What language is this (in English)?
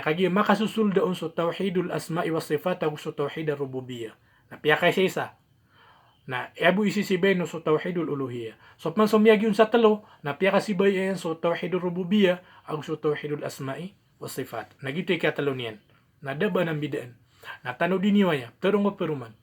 Maranao